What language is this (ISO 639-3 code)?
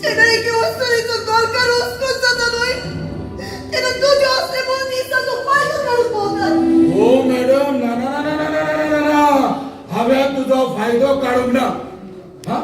kok